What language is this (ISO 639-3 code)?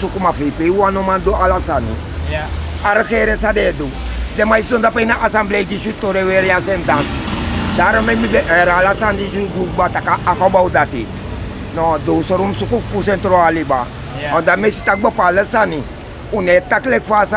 srn